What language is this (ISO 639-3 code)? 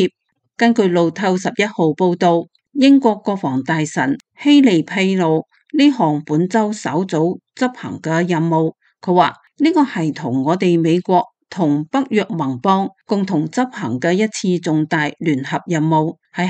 yue